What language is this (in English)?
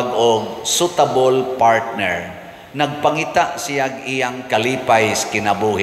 Cebuano